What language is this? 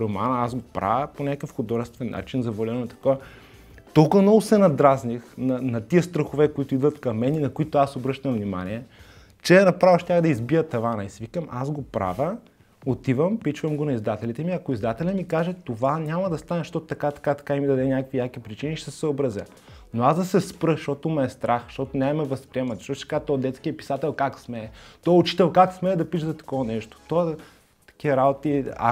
Bulgarian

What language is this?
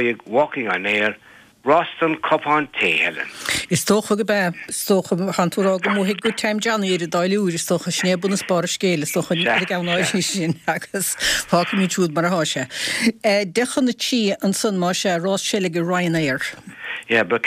Irish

